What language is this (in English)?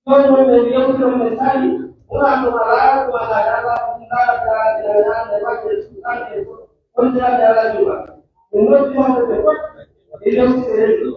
Pular